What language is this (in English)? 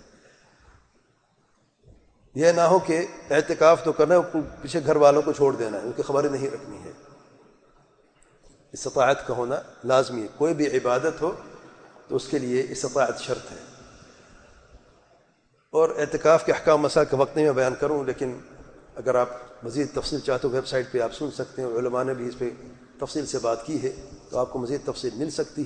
Urdu